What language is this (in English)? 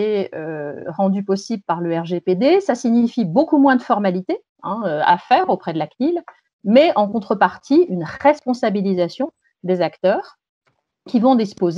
French